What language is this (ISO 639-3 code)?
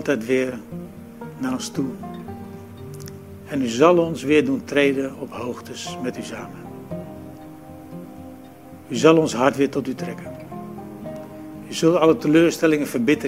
nld